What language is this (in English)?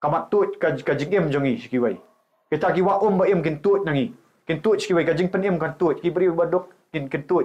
Khasi